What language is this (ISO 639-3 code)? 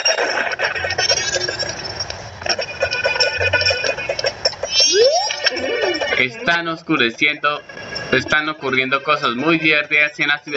spa